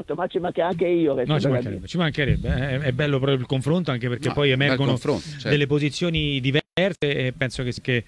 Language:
Italian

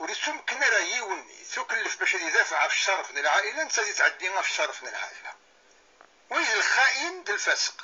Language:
Kabyle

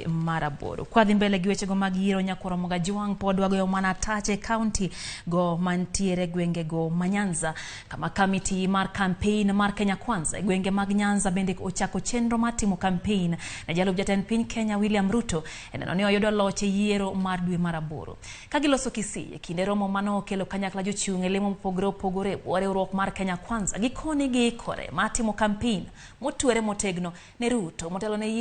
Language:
Luo (Kenya and Tanzania)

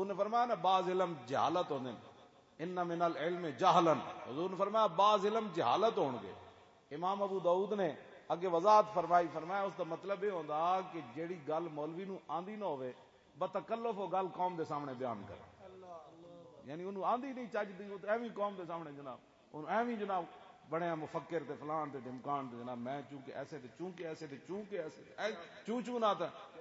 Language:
Western Panjabi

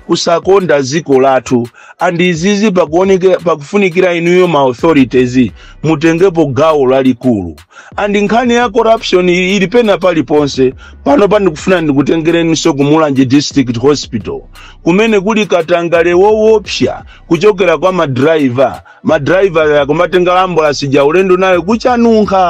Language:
Nyanja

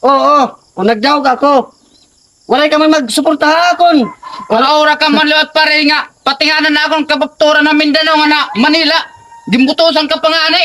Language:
Waray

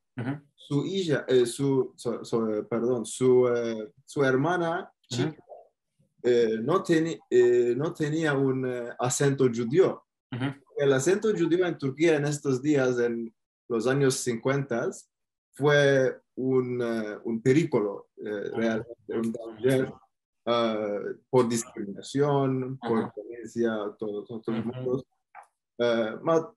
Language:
Ladino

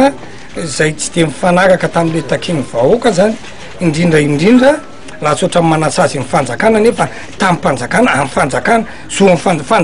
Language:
Malagasy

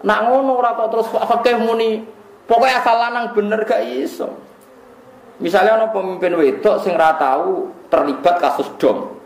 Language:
Javanese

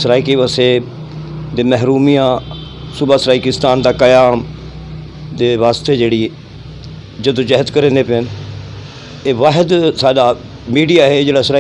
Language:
Saraiki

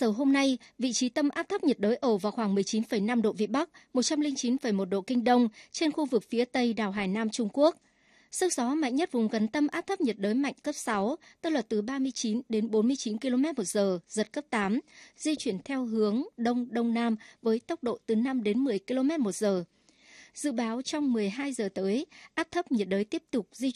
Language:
Vietnamese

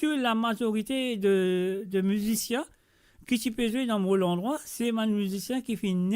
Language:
Morisyen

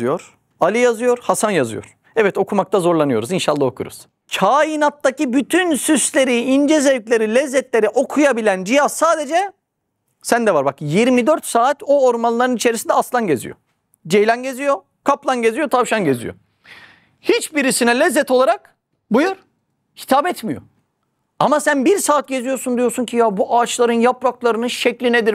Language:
Turkish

